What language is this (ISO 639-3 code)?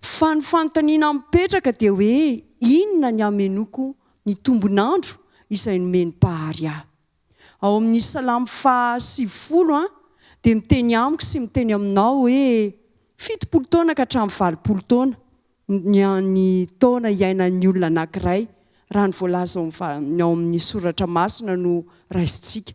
mlg